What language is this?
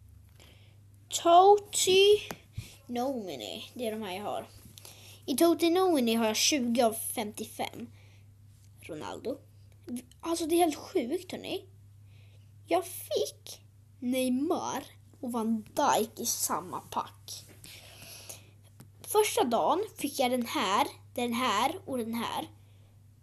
Swedish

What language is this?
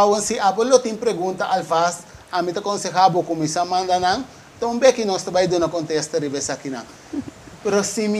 Papiamento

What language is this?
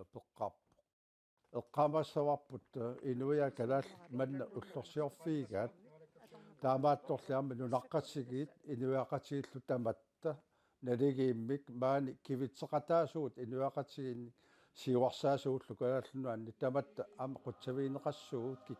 Kalaallisut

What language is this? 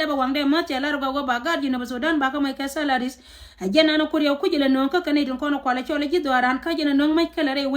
Nuer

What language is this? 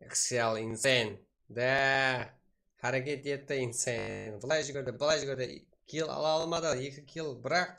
Kara-Kalpak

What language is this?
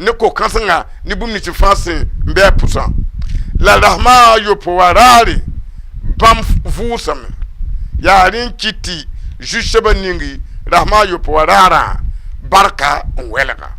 Mossi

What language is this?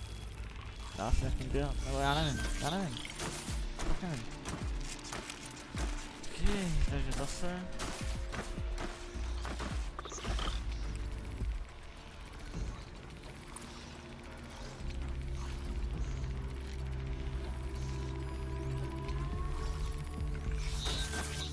Czech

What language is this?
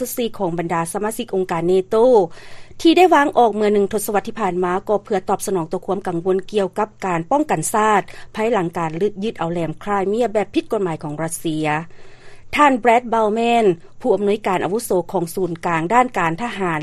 Lao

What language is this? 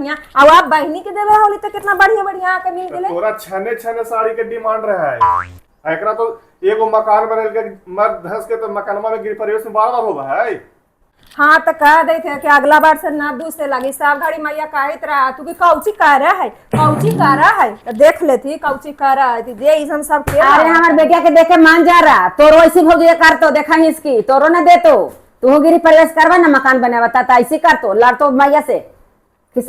Magahi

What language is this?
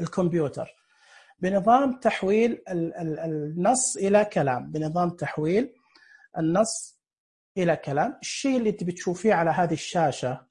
Najdi Arabic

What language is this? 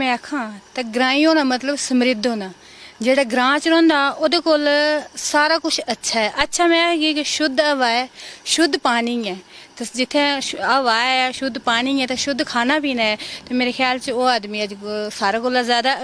Dogri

